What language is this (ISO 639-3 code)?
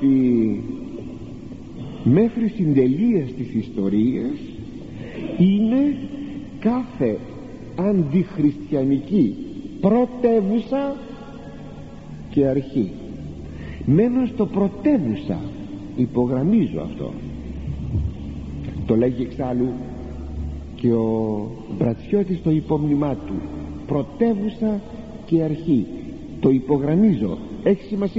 ell